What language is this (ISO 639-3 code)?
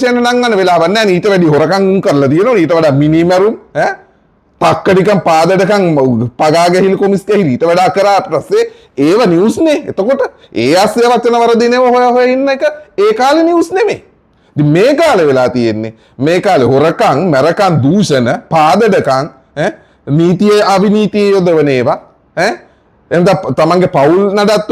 sin